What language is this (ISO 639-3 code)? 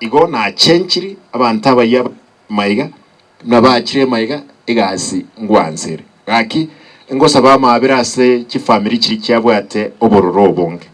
guz